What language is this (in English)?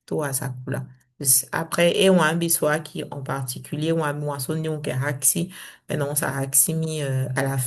Saramaccan